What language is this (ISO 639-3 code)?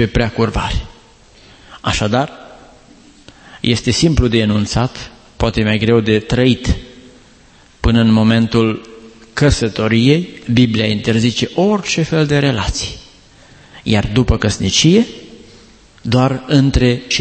ron